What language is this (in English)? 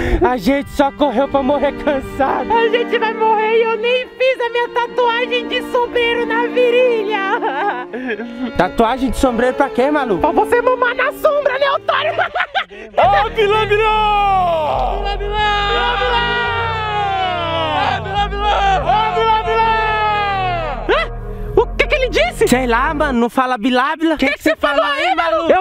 Portuguese